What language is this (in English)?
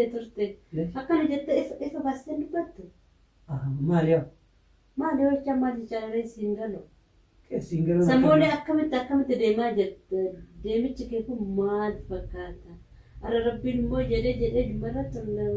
Oromo